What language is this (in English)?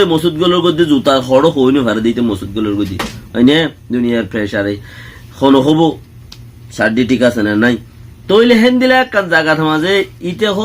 Rohingya